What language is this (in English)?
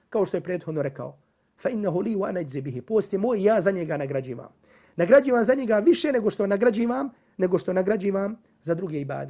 Bosnian